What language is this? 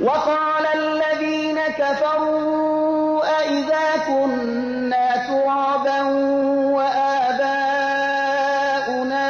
Persian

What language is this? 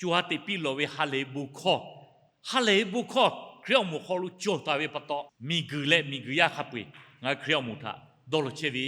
Lahu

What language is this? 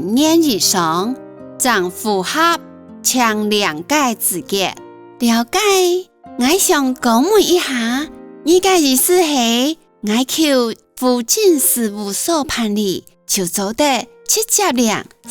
Hakka Chinese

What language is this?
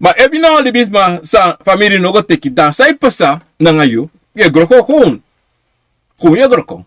Sranan Tongo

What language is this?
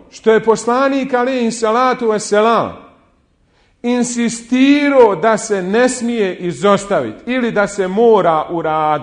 Bosnian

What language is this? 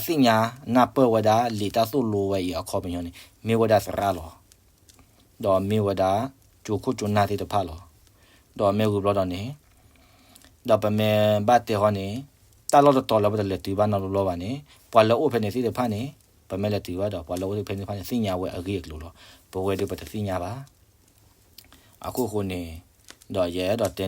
S'gaw Karen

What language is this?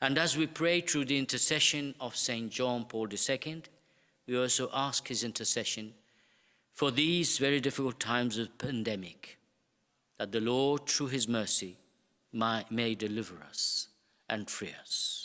English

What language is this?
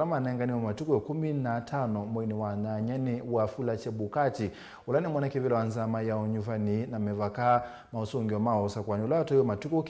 Kamba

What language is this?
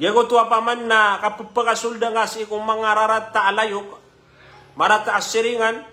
Maranao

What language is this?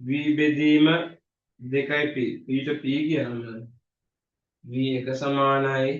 Sinhala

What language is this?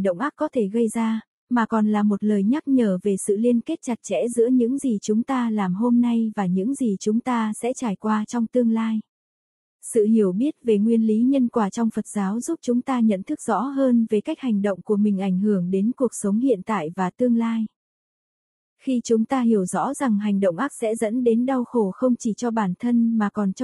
Vietnamese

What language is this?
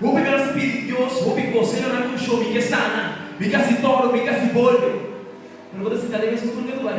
Papiamento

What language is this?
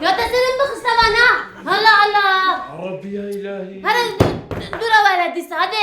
Kurdish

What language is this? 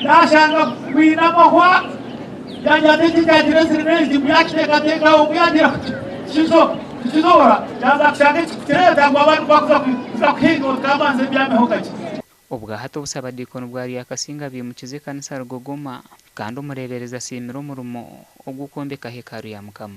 Nyankole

